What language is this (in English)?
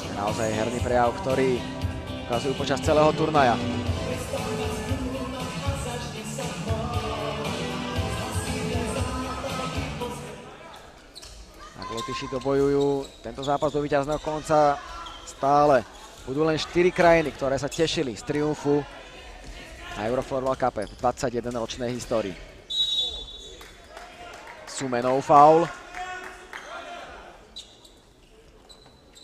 Slovak